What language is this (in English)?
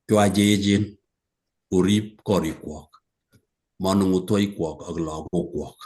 Kalenjin